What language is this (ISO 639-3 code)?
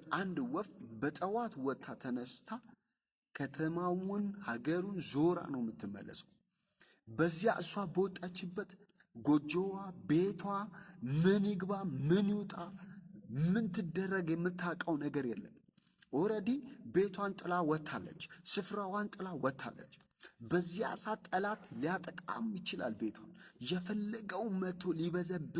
amh